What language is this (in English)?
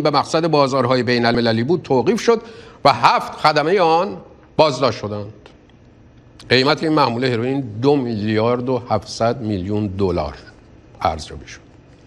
Persian